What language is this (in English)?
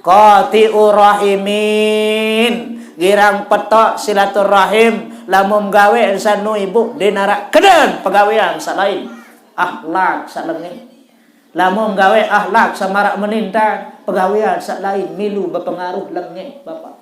Sasak